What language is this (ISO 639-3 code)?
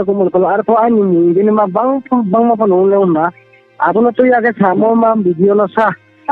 ria